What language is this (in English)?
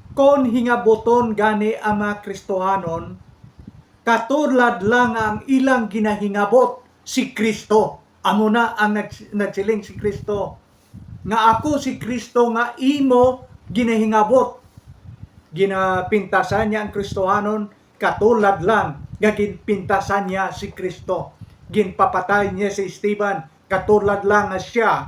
Hiligaynon